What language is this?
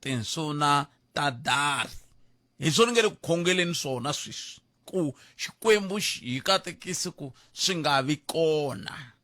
Tsonga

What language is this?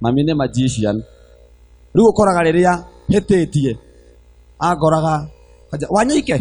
Kikuyu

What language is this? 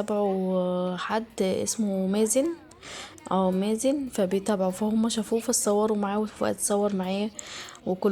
Egyptian Arabic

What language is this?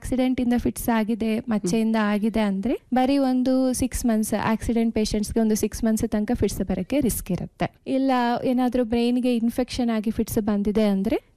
Kannada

